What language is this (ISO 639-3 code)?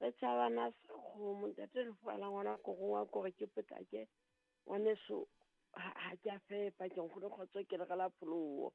sot